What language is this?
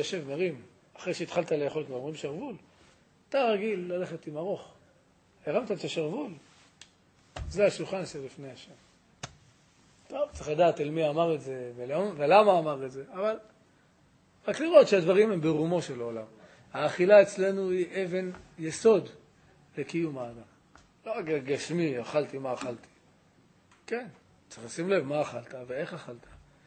Hebrew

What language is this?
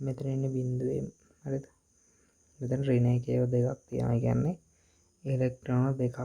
Sinhala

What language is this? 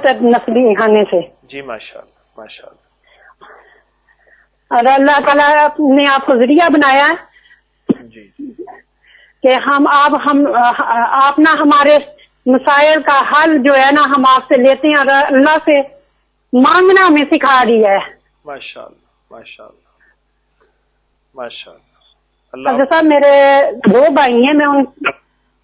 Urdu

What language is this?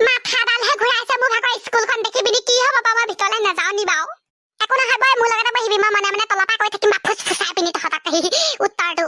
Assamese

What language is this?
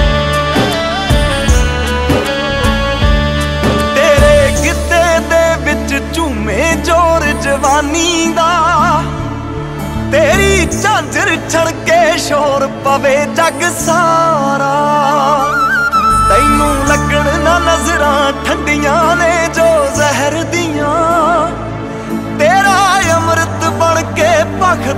Punjabi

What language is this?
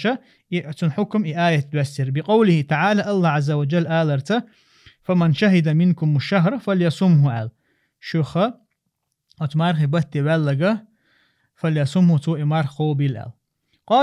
Chechen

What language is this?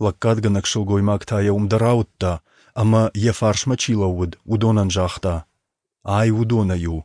Ossetic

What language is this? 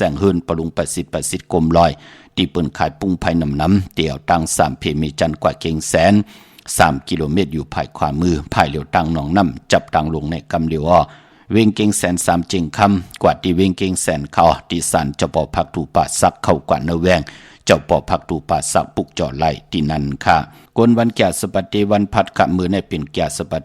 Shan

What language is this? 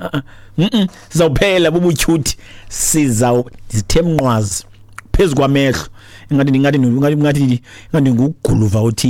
Xhosa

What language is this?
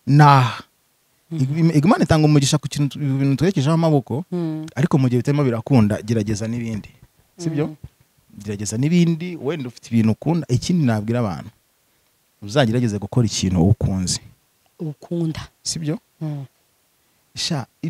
Kinyarwanda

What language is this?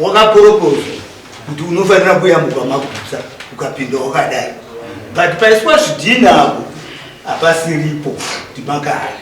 Shona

